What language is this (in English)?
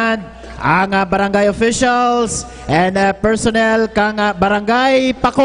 Bikol